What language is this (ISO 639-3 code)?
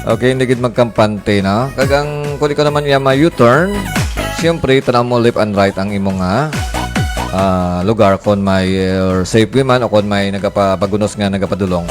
hil